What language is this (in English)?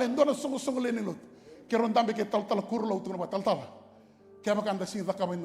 Fijian